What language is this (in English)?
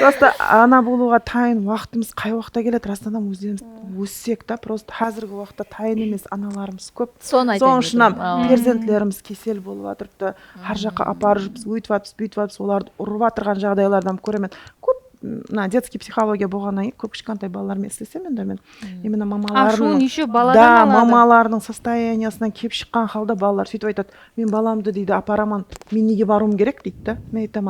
Kara-Kalpak